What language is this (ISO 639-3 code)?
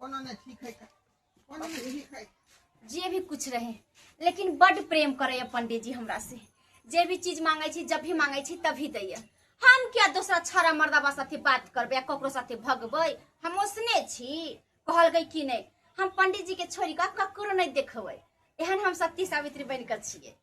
mai